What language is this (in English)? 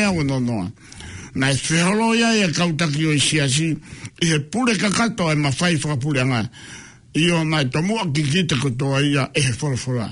Tongan